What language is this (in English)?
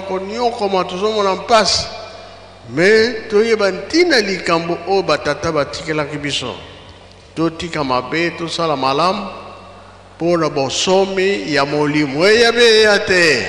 Lingala